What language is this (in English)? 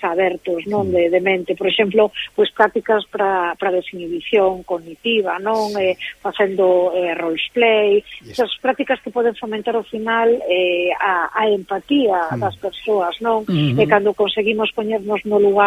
Galician